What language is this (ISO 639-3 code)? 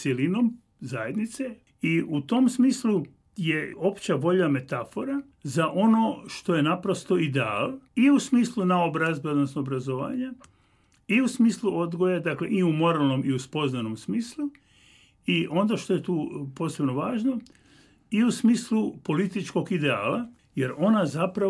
hrv